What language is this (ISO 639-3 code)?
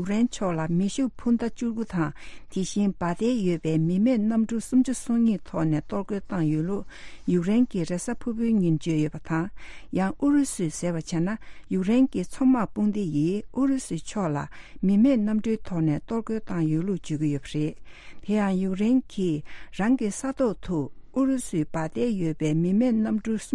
bod